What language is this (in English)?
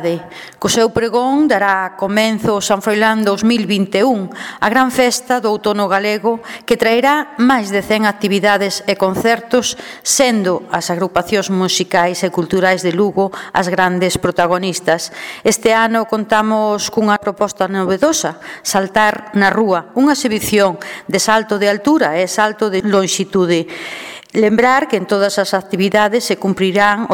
Galician